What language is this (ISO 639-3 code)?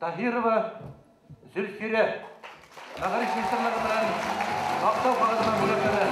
bak